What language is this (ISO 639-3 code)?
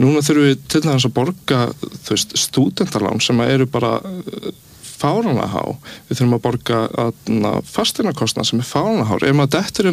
isl